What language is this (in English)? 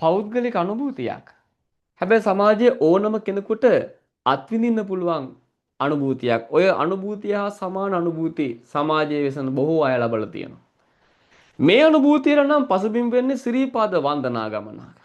Sinhala